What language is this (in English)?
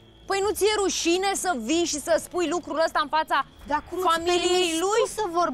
Romanian